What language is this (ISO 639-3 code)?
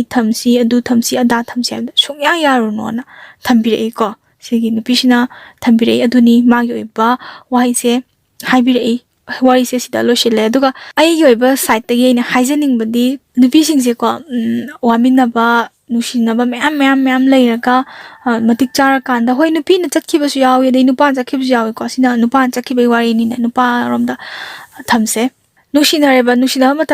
mni